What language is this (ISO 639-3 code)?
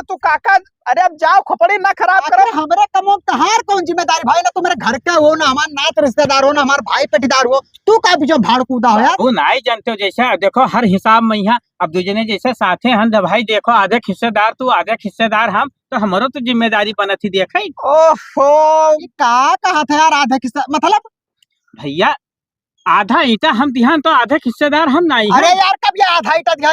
awa